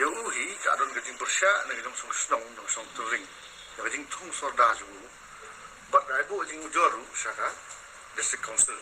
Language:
Khasi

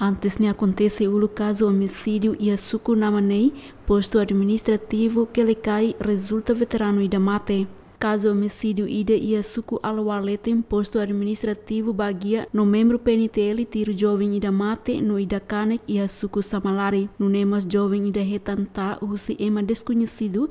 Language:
Tetum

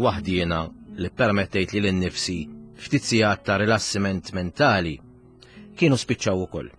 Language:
Maltese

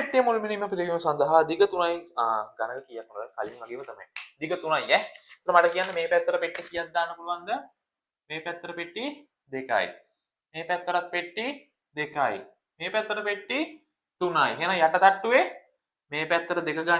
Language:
Sinhala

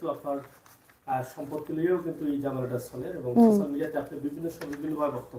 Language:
Sylheti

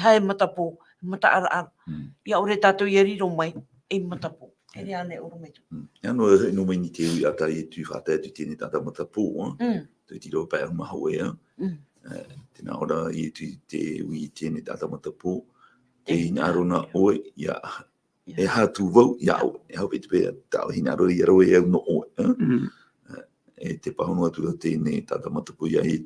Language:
Tahitian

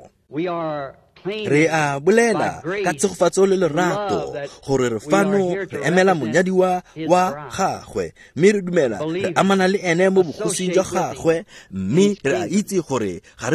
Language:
Tswana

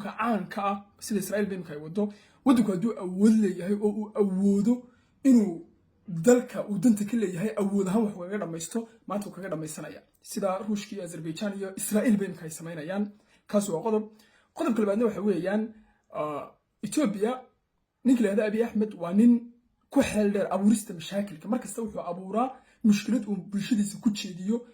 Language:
Somali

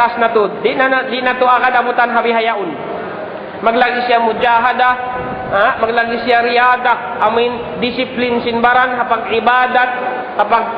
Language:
Tausug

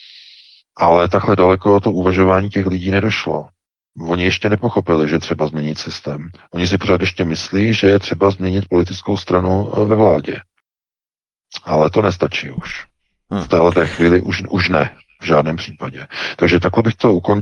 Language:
Czech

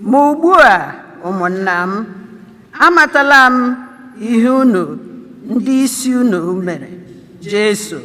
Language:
Igbo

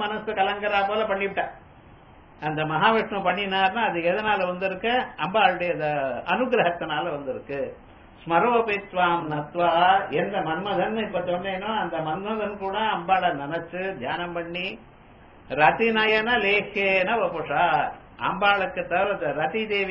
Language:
Tamil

